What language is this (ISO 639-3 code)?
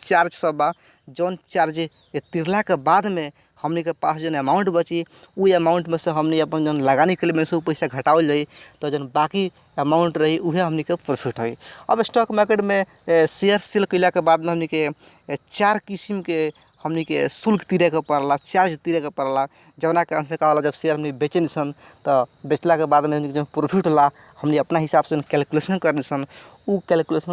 bho